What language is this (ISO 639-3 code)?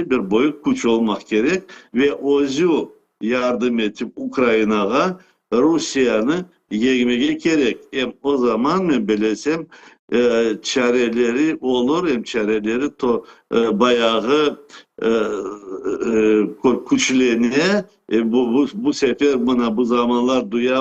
crh